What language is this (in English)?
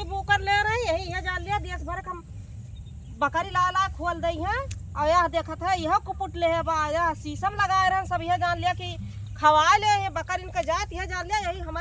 Awadhi